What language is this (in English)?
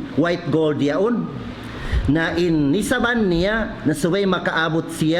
Tausug